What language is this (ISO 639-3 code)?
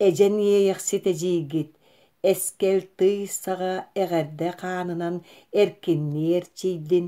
sah